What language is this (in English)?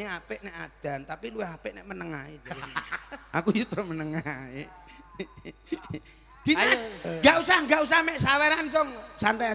Javanese